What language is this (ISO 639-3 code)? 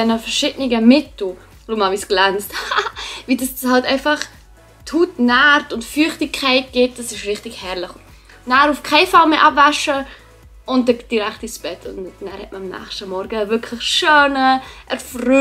gsw